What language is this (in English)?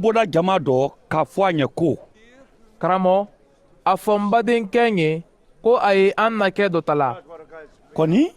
Mandingo